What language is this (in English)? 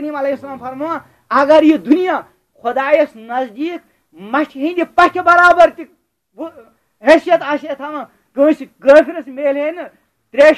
Kashmiri